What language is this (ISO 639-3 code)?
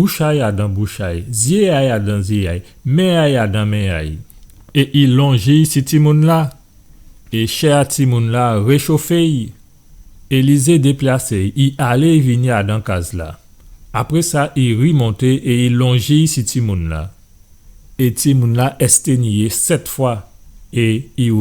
gcf